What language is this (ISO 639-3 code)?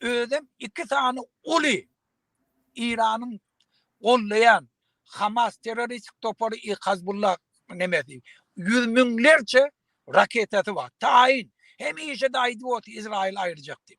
tuk